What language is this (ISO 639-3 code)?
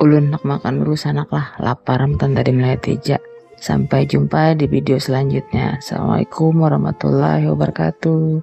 bjn